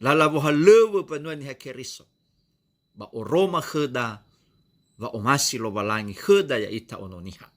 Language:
Nias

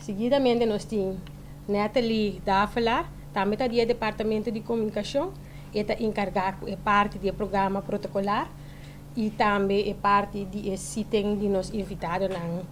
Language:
Papiamento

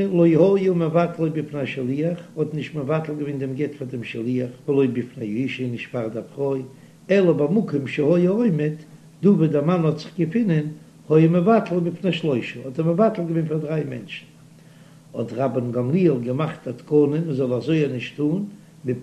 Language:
Yiddish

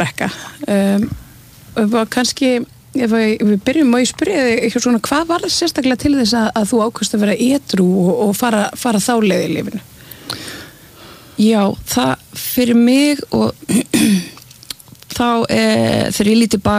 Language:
Icelandic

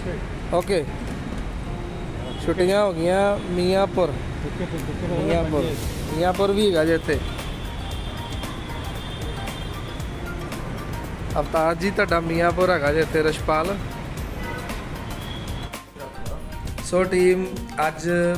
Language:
Punjabi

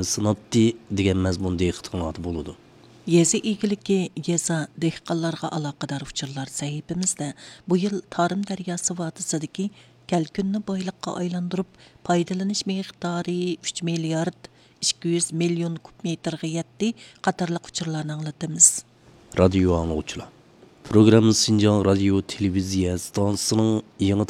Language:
Uyghur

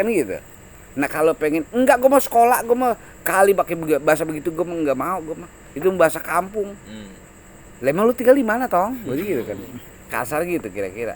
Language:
Betawi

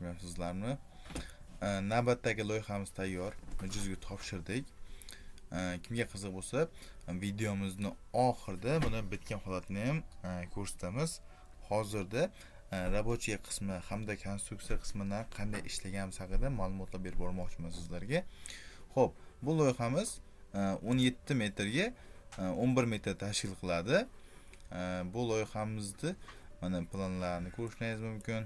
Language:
Uzbek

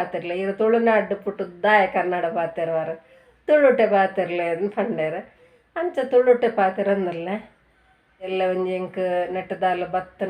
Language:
Tulu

